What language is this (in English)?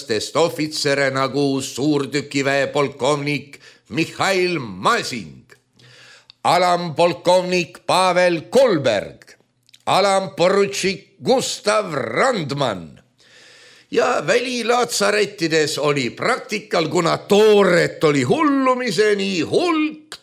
Estonian